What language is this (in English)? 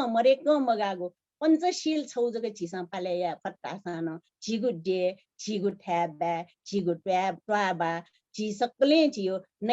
Newari